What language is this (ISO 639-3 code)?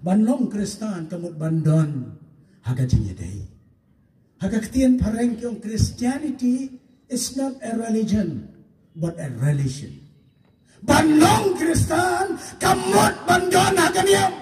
kha